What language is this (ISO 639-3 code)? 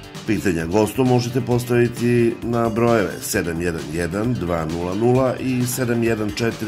srp